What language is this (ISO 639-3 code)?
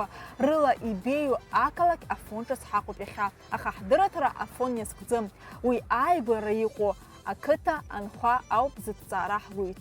abk